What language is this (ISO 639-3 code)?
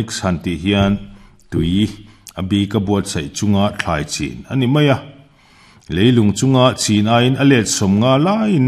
lus